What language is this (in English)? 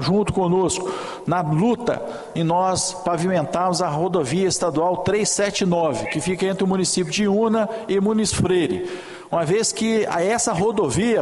Portuguese